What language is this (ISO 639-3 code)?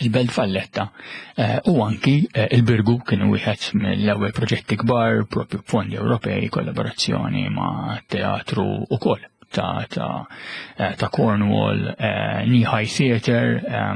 mlt